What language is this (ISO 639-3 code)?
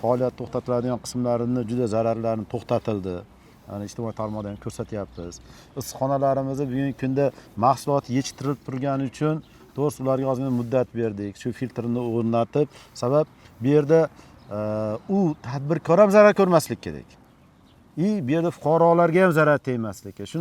uzb